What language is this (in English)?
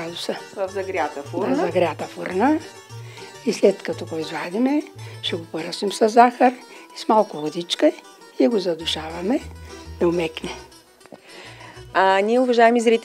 Bulgarian